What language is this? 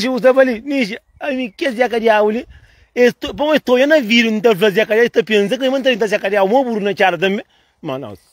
Kabuverdianu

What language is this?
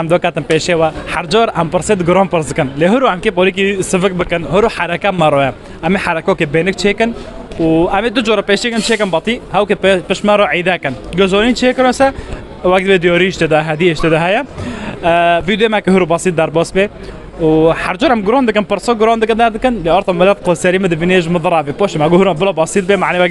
Kurdish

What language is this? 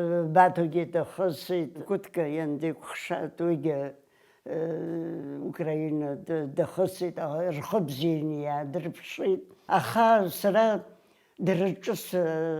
Abkhazian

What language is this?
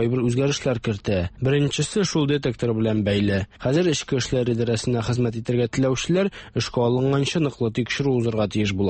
Tatar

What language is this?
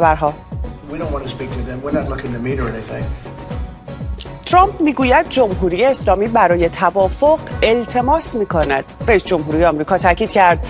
Persian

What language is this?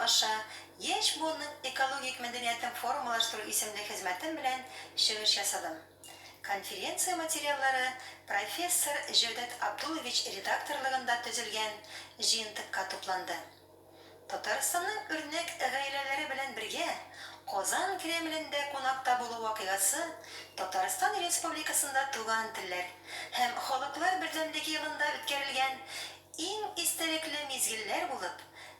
Tatar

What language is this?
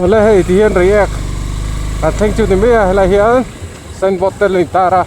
Mizo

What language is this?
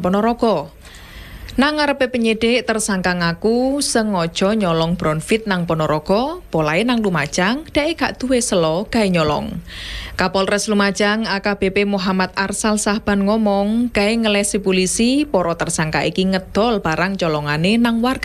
Javanese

